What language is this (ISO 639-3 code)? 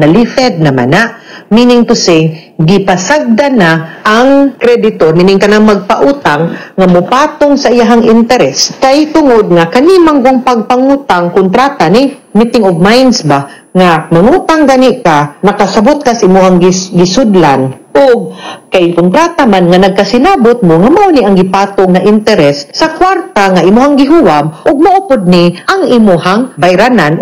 ceb